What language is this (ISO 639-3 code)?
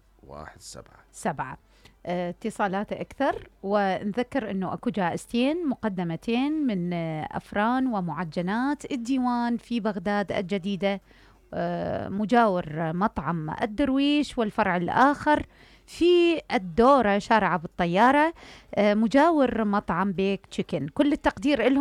acm